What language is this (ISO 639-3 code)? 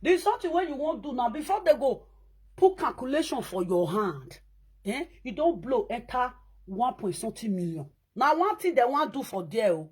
pcm